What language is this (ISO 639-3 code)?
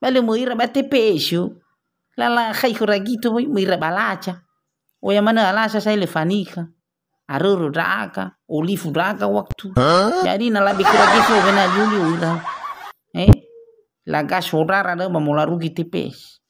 nia